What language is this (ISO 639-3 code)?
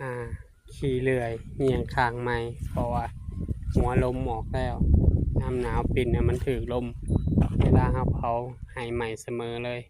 tts